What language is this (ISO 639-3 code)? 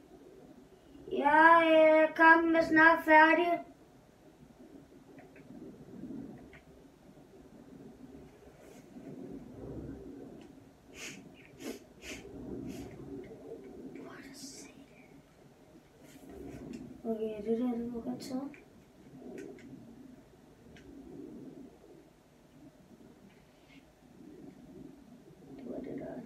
dan